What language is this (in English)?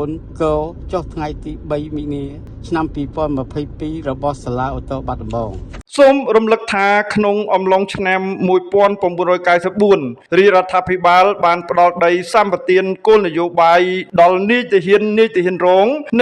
Khmer